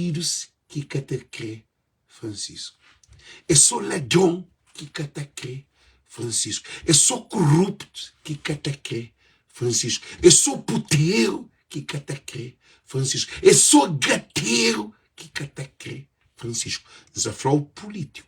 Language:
Kabuverdianu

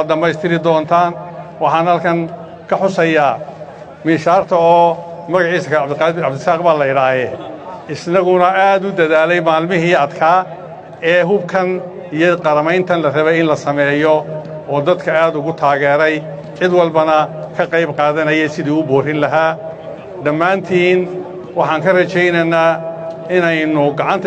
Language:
Somali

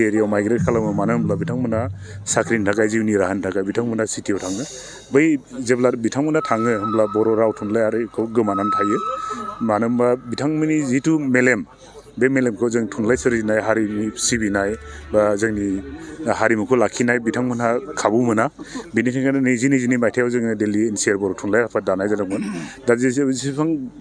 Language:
Bodo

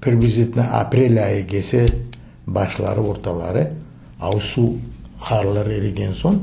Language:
Crimean Tatar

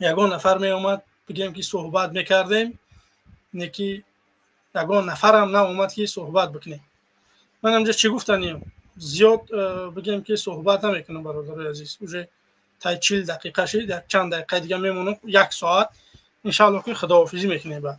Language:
Tajik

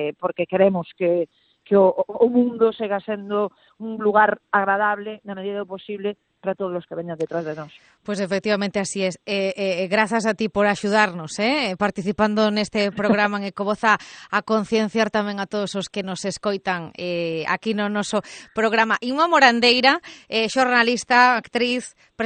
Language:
Galician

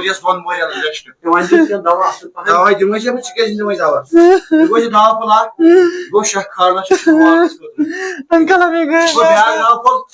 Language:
Kashmiri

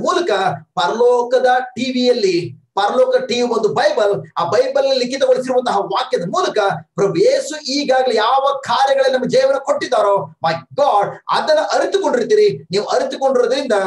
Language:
Kannada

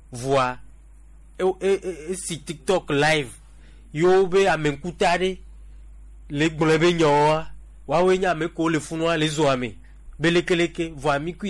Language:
Gen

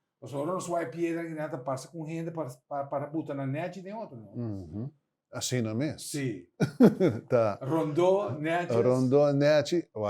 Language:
Papiamento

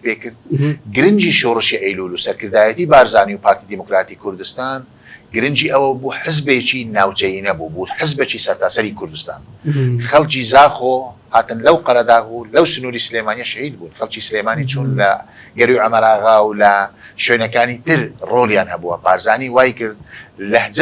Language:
Central Kurdish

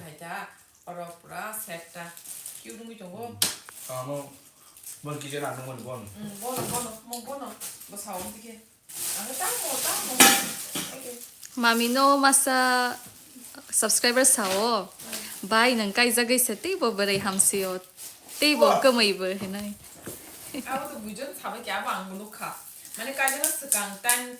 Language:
Kok Borok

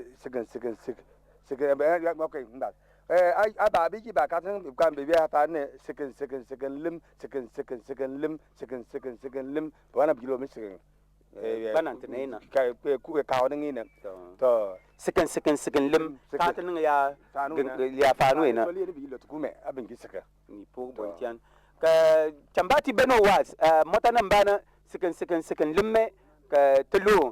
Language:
Bimoba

